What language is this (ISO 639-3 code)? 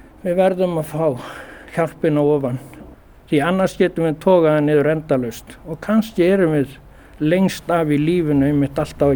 isl